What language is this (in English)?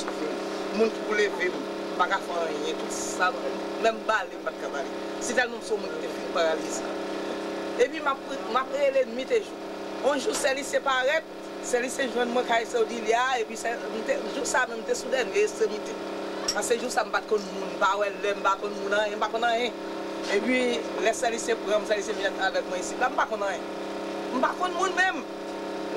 Haitian Creole